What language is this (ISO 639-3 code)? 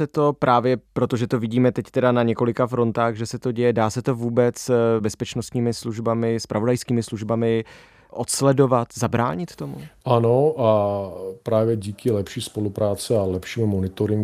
ces